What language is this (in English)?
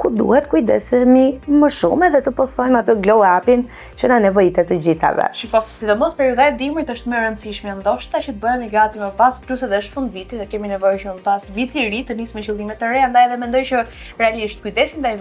Albanian